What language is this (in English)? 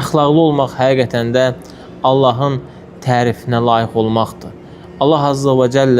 Azerbaijani